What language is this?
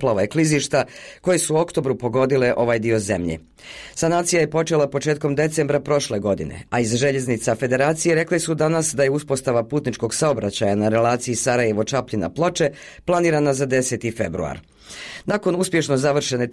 Bosnian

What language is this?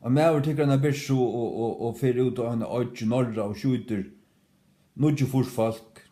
Faroese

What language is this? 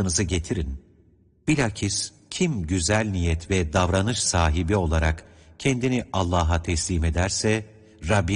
Turkish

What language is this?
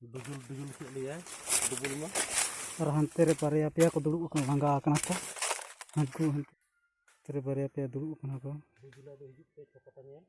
Santali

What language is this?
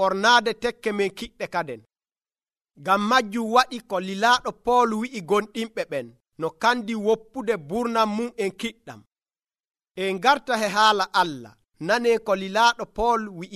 Nigerian Fulfulde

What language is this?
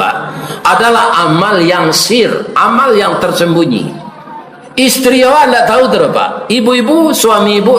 Minangkabau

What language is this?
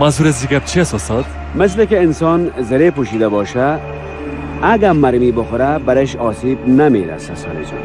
Persian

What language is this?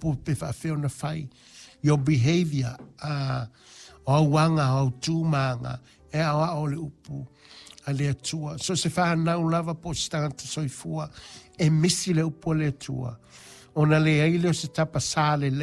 Samoan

